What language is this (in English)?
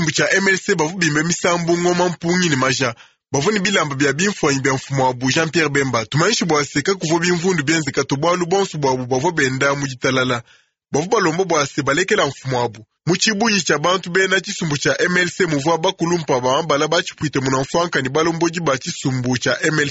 Luba-Lulua